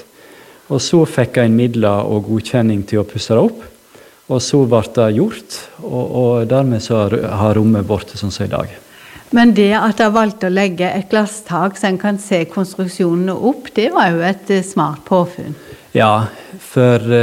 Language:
Norwegian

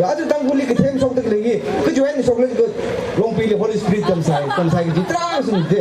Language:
Tangkhul Naga (India)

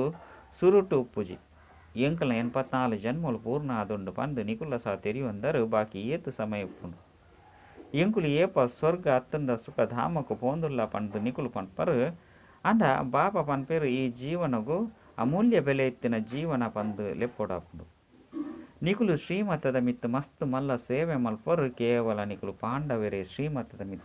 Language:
Tulu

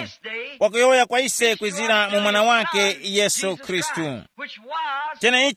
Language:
Tumbuka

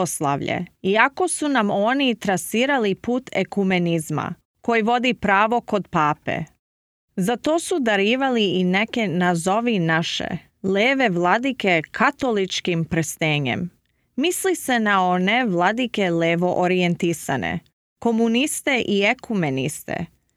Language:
Serbian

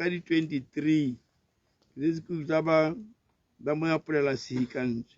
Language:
Tswana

